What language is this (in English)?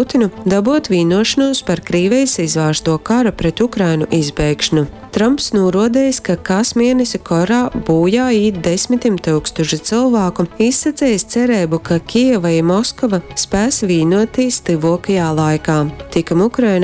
Latgalian